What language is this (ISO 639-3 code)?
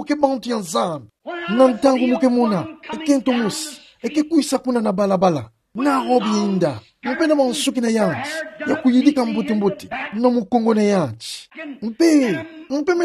ktu